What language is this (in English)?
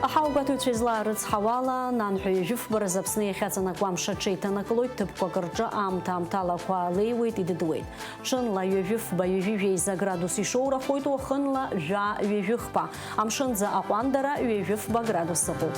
Abkhazian